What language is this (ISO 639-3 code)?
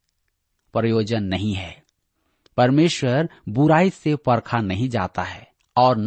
hin